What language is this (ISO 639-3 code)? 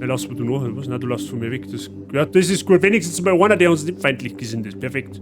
bar